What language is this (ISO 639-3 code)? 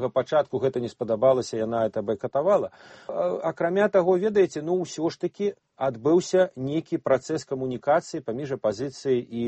bel